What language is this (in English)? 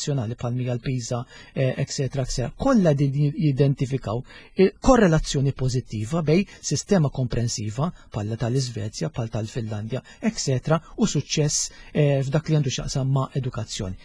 Maltese